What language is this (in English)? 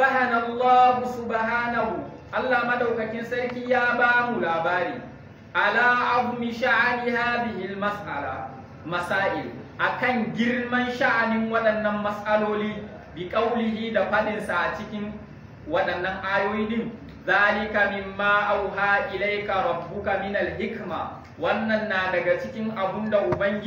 Hausa